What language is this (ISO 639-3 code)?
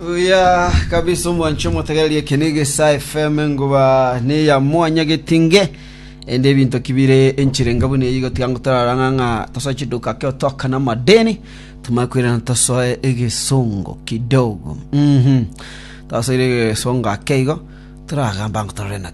guz